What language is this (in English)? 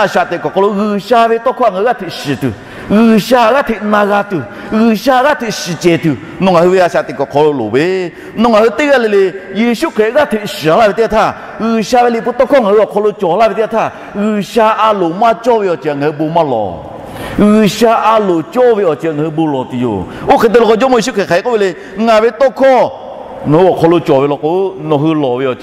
Lahu